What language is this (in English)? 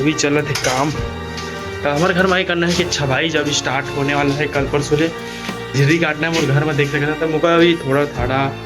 Chhattisgarhi